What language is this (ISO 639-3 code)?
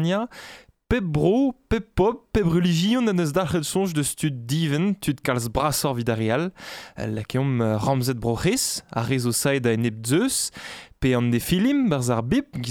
bre